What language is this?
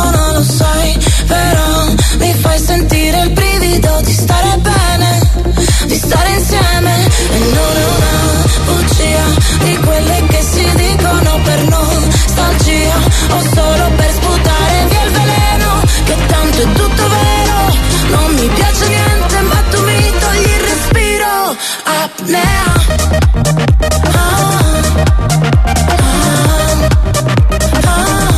Italian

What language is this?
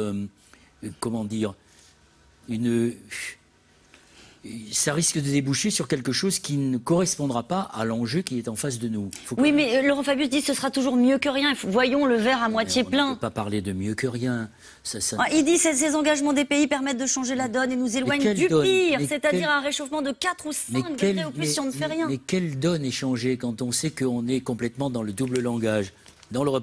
French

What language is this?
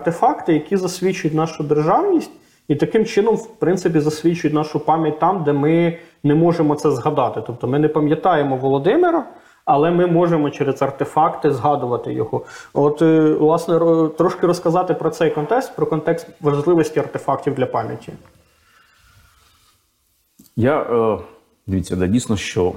Ukrainian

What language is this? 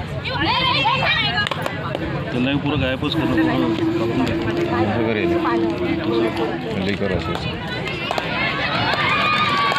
Marathi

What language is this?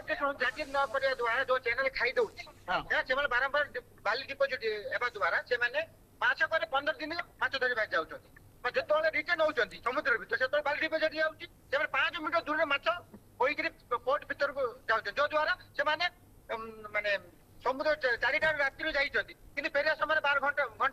Odia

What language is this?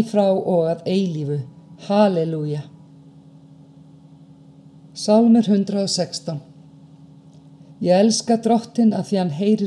Icelandic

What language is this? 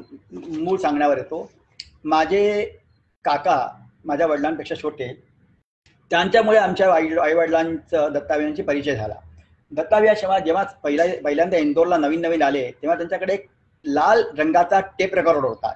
Marathi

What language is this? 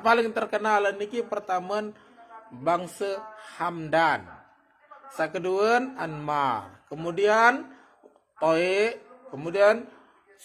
Sasak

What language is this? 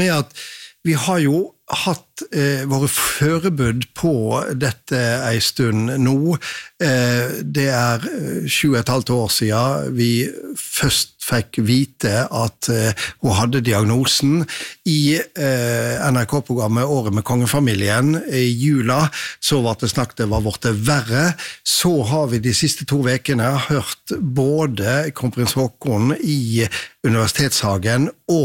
Norwegian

